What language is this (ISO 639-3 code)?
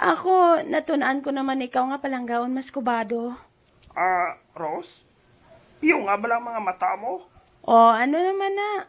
hil